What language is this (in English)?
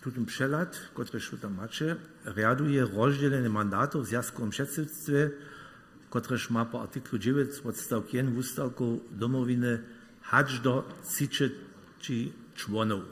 Upper Sorbian